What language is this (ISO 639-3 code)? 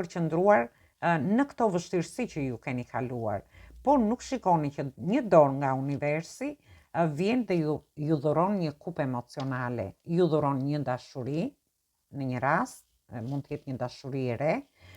sqi